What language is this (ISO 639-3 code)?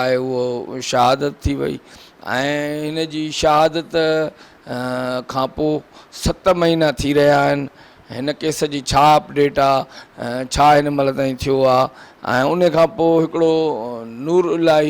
snd